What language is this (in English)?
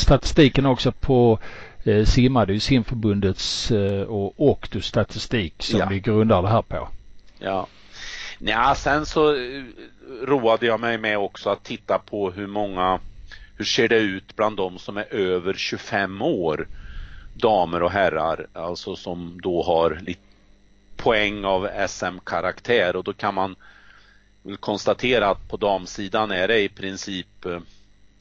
Swedish